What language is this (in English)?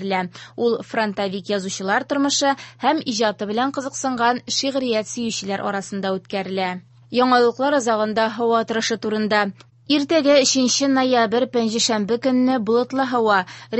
Tatar